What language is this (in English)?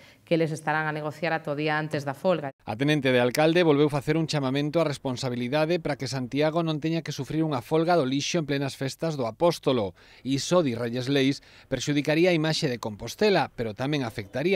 Galician